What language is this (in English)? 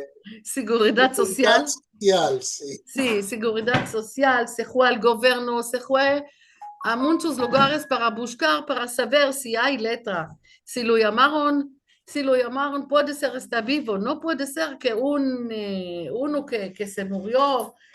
Ladino